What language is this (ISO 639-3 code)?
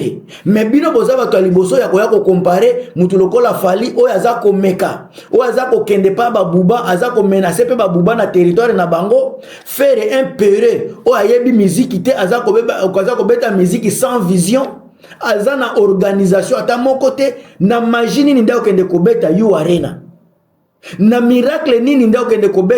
lin